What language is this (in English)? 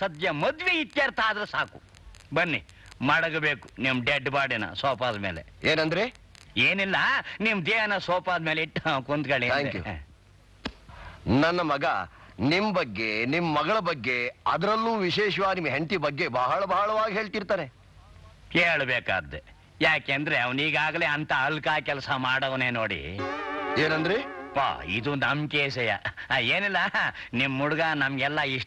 Kannada